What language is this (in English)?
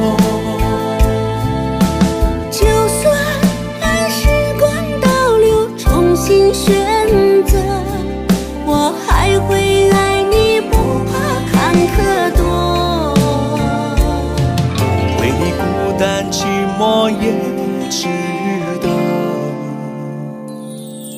Chinese